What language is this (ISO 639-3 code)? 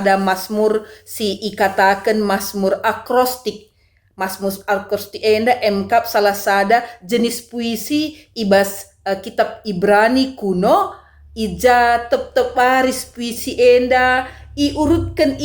btx